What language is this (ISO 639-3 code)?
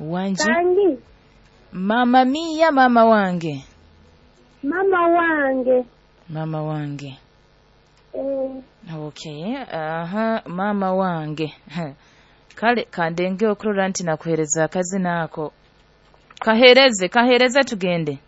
nyo